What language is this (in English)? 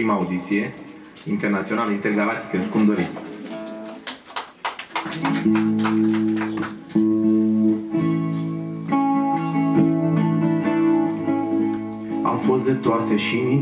Romanian